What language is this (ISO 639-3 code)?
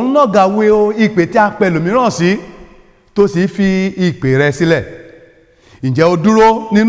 yor